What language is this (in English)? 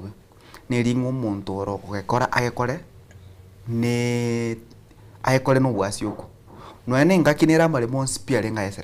Gusii